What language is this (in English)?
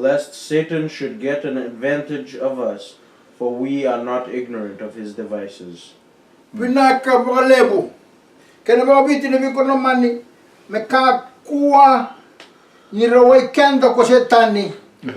Fijian